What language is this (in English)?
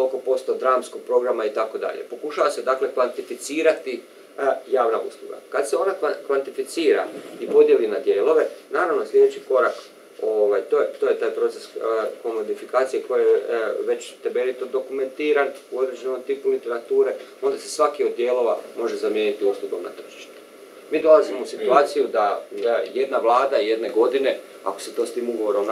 Croatian